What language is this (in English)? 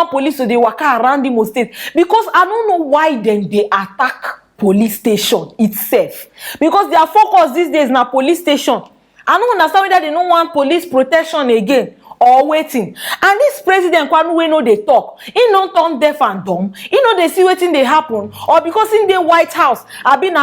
Nigerian Pidgin